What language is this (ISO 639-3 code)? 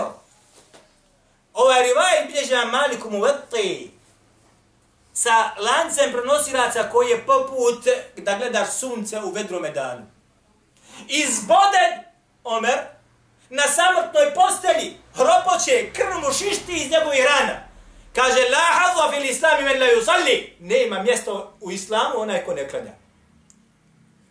bos